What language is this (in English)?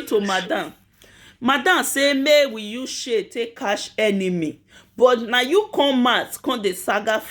Nigerian Pidgin